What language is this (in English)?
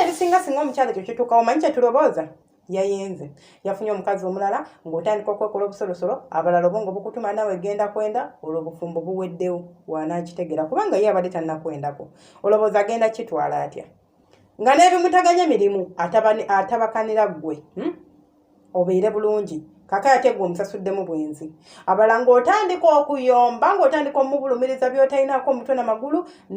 Ganda